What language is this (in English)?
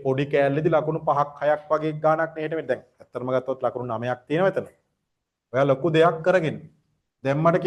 Sinhala